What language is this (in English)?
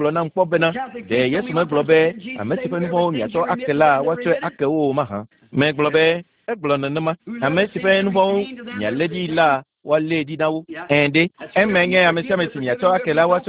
Ewe